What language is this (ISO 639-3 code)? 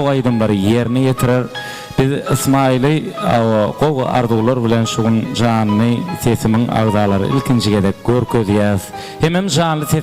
tuk